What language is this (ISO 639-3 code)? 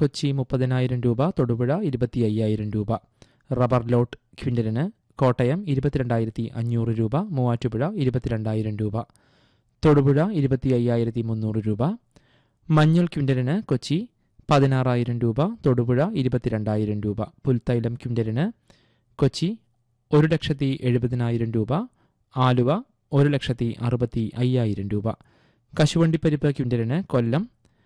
mal